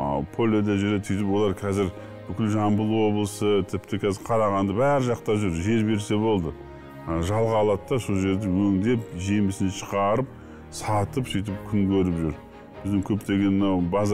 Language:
Kazakh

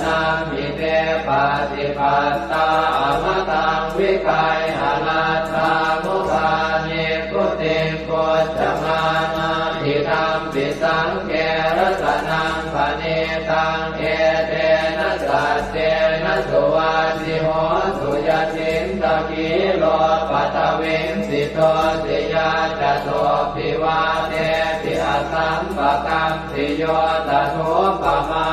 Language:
Pali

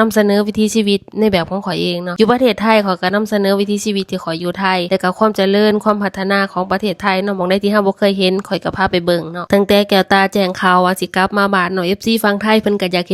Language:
Lao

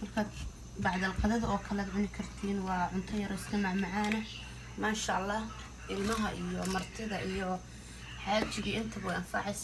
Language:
Somali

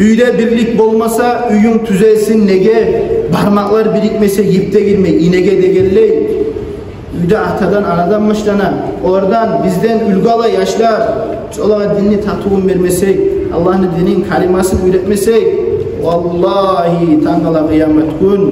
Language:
Kumyk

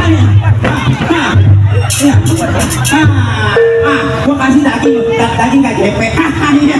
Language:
Betawi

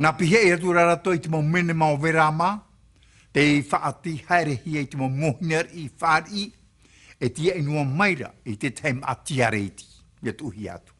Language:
Tahitian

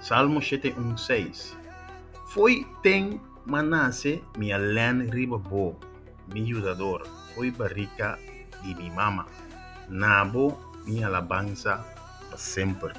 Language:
Papiamento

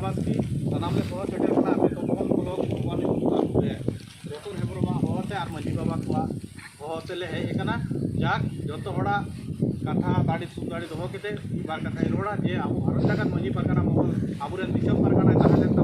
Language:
Santali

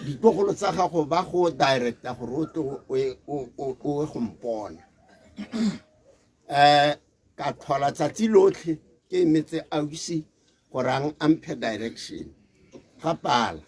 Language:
Tswana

